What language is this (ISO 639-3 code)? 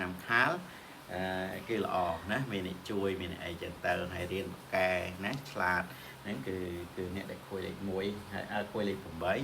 khm